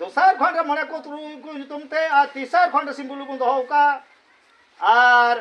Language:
Santali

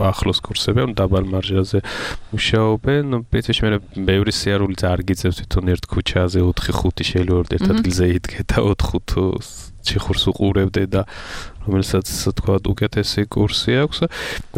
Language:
Georgian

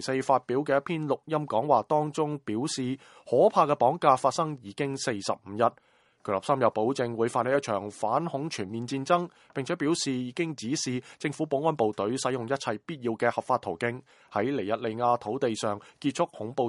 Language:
Cantonese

